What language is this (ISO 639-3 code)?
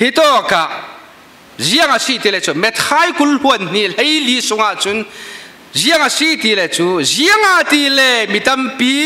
cfm